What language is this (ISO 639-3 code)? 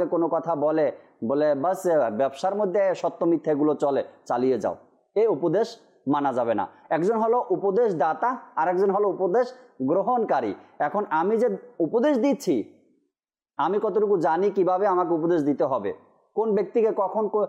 ben